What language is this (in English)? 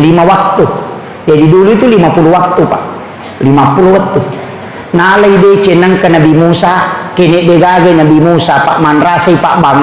Buginese